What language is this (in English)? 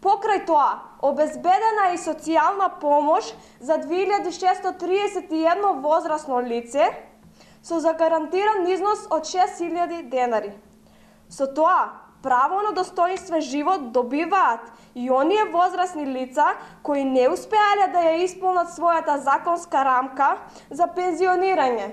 Macedonian